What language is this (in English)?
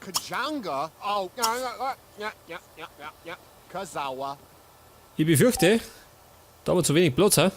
Bavarian